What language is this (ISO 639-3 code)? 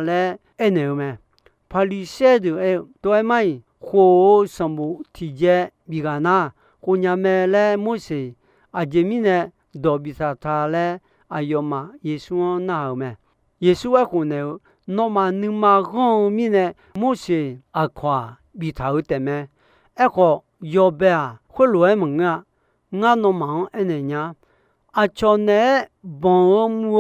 ahk